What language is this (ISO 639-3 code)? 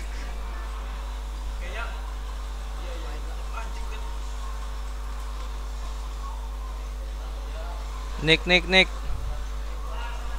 ind